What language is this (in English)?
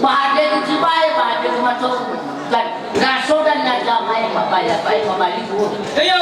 Nias